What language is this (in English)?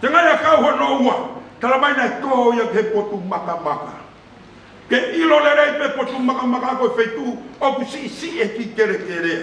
Tongan